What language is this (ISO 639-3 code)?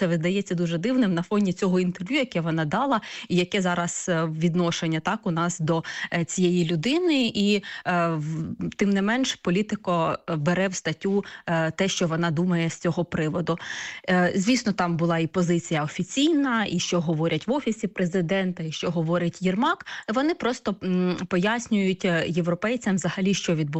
ukr